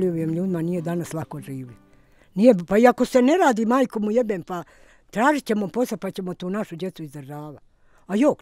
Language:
Bosnian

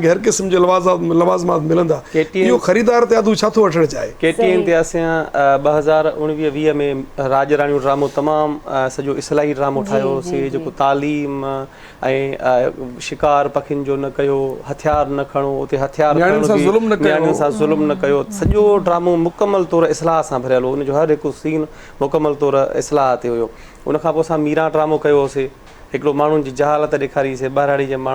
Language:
Sindhi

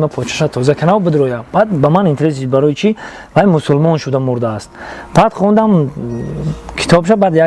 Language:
Tajik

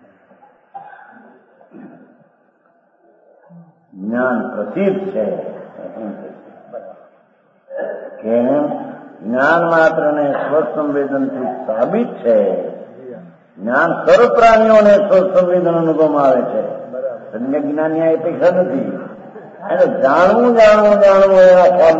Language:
Gujarati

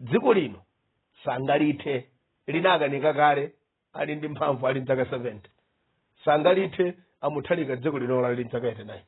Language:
Nyanja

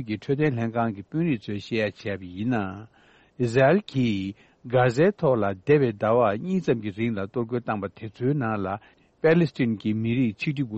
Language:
Tibetan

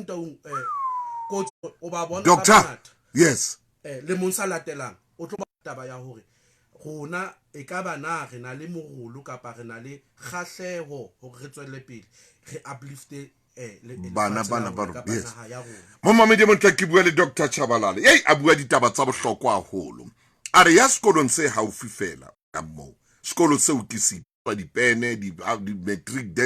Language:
Southern Sotho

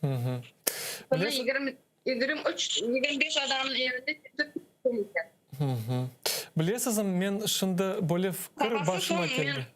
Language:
Crimean Tatar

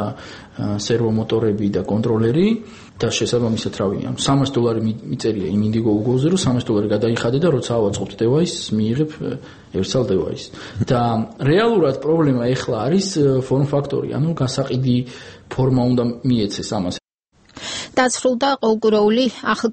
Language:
Georgian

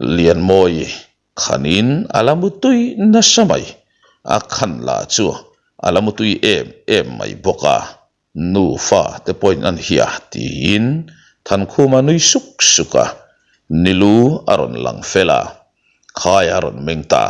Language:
Mizo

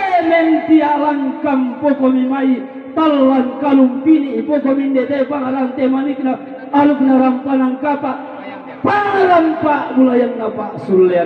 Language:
Toraja-Sa'dan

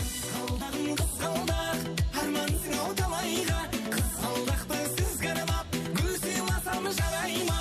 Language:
Kara-Kalpak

